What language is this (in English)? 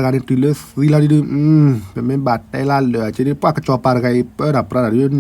S'gaw Karen